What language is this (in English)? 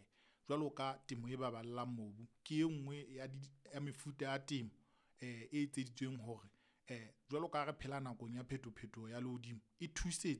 Southern Sotho